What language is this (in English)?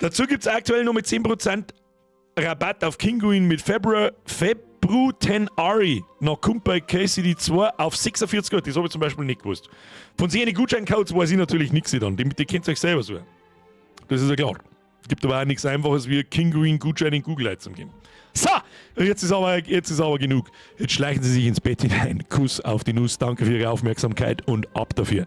Bavarian